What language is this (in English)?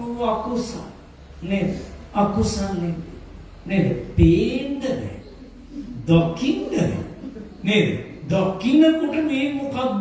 Sinhala